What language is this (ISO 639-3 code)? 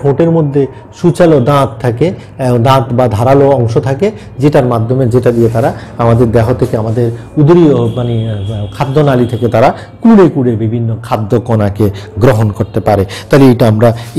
ben